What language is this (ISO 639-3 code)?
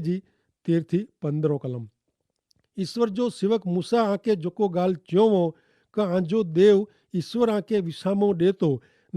kfr